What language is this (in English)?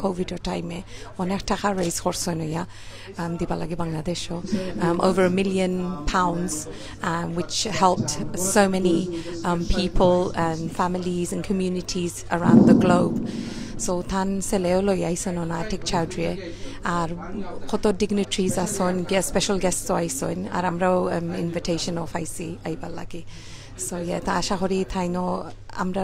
Sylheti